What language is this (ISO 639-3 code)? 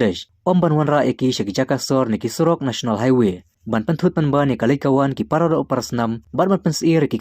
kha